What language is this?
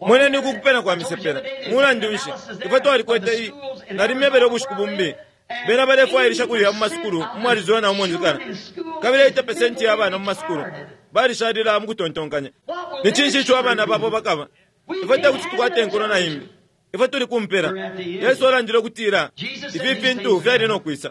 Bemba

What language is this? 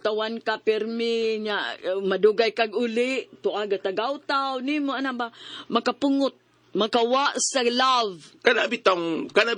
Cebuano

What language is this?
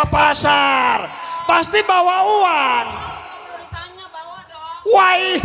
Betawi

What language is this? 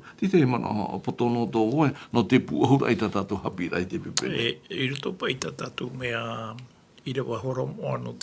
Tahitian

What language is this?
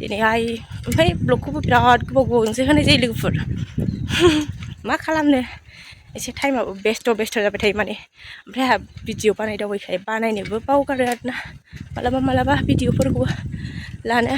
Bodo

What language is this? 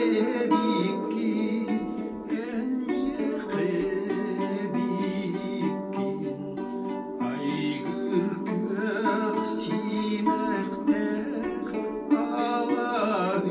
Yakut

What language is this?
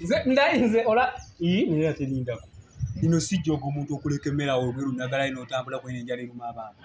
Ganda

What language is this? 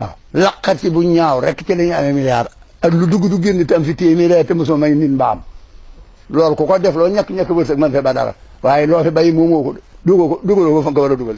Wolof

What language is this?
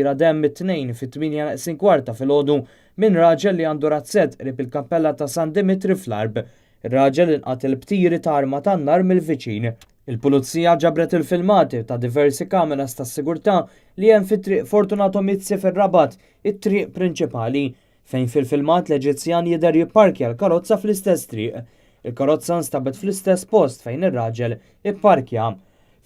Maltese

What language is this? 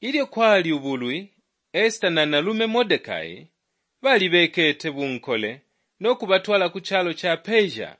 Bemba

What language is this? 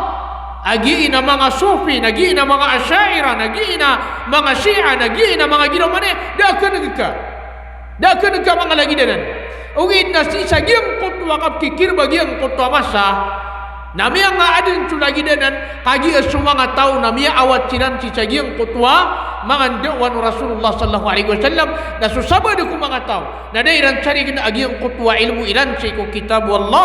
Maranao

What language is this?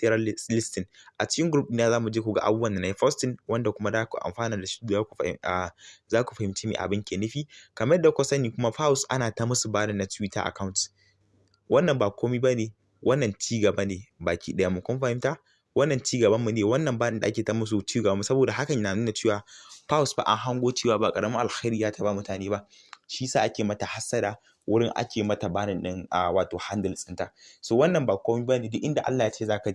Hausa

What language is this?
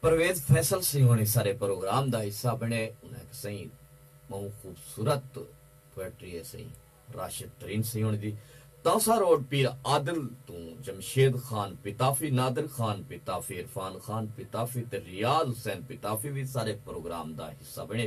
Saraiki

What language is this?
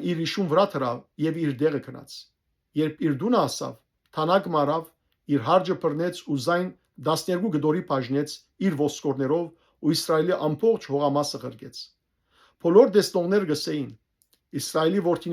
Western Armenian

